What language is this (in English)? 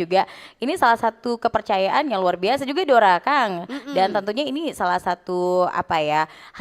Manado Malay